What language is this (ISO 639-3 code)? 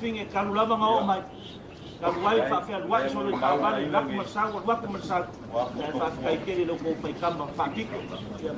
smo